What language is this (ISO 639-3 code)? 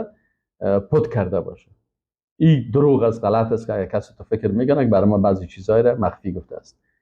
fas